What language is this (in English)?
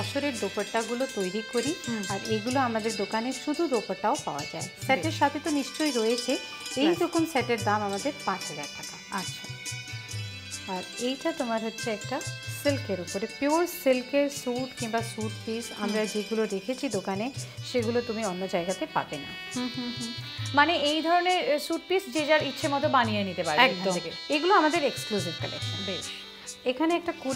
Bangla